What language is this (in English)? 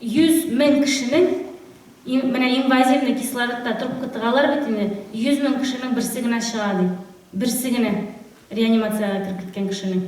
Tatar